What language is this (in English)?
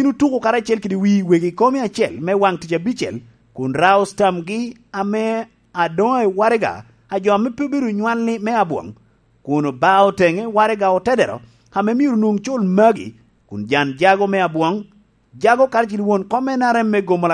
Lango (Uganda)